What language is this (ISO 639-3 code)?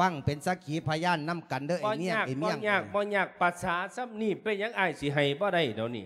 lao